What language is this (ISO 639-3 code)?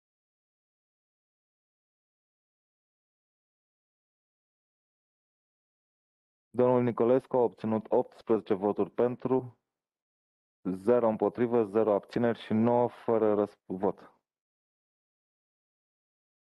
ron